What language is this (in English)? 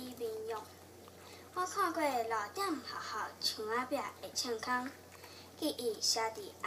Min Nan Chinese